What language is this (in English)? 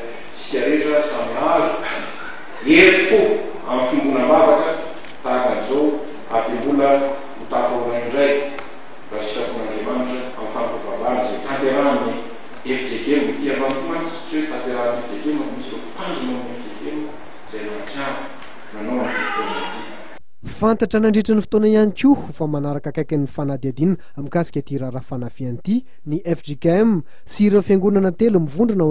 Malagasy